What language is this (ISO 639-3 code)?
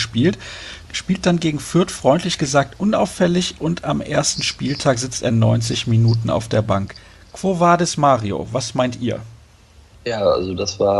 deu